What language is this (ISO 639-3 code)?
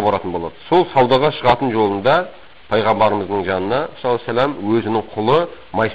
kaz